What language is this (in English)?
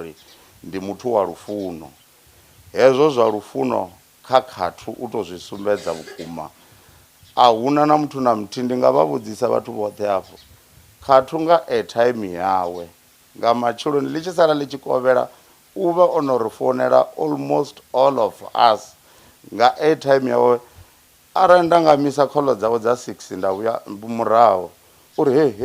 Venda